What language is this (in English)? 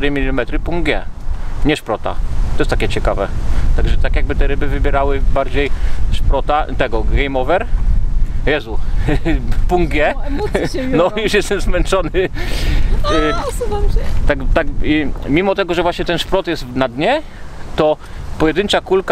Polish